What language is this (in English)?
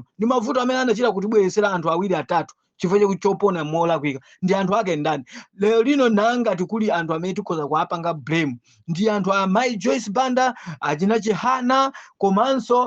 Nyanja